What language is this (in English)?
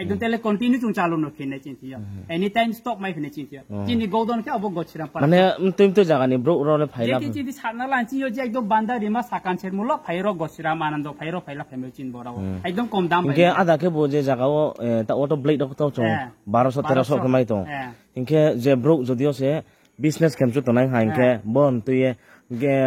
Riang (India)